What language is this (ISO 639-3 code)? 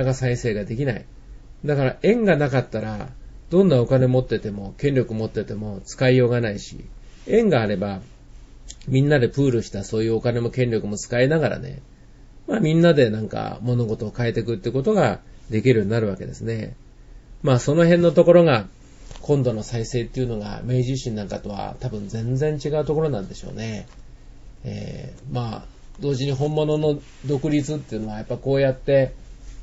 jpn